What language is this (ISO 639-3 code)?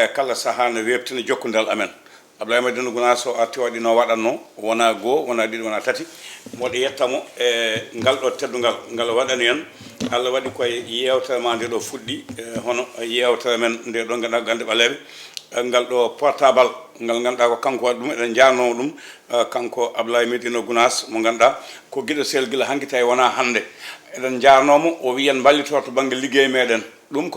ful